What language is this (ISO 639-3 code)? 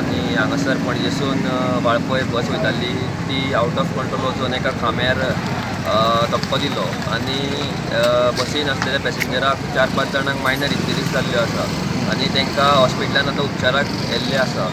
kok